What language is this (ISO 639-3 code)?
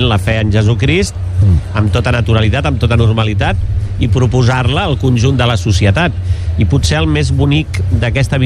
cat